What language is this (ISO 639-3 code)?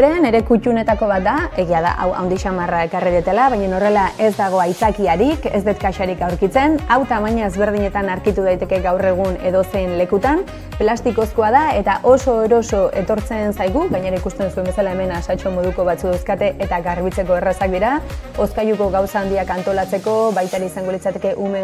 eus